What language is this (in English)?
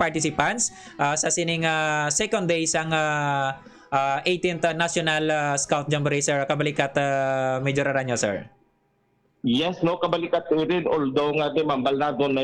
Hiligaynon